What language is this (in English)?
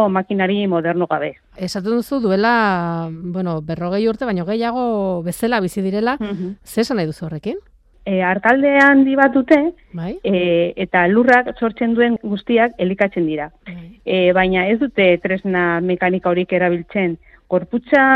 Basque